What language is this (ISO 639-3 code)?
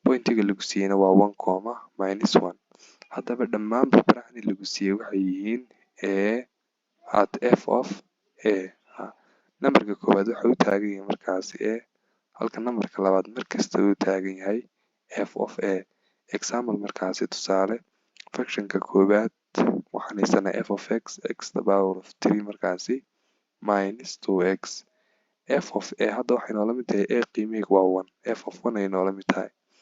som